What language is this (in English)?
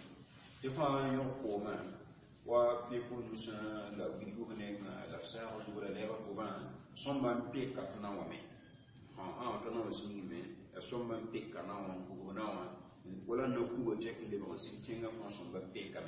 Mossi